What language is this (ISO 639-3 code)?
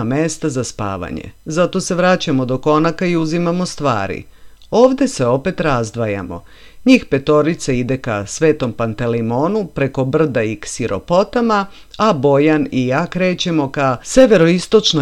srp